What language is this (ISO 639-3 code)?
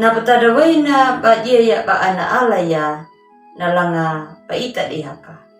akg